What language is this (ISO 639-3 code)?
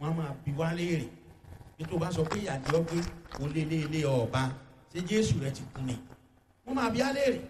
yor